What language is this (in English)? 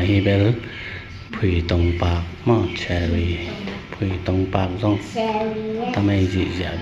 Tedim Chin